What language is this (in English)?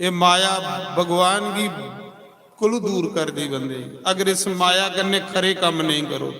Dogri